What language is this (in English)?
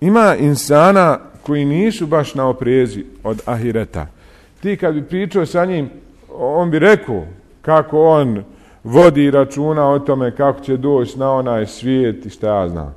Bosnian